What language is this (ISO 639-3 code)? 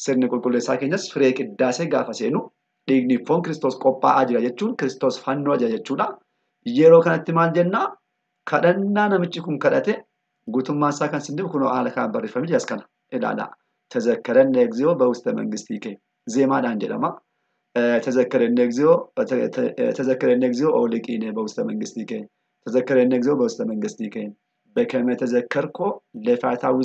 orm